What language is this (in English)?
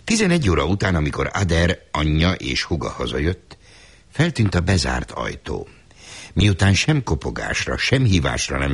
Hungarian